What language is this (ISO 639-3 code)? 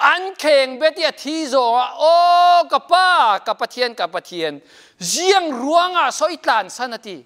cfm